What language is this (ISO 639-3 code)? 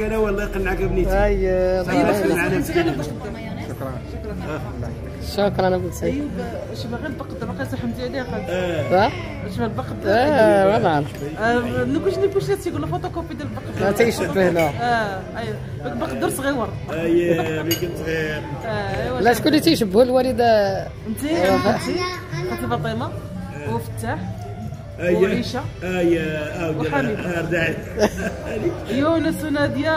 ary